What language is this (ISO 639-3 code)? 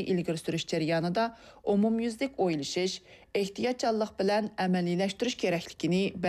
uig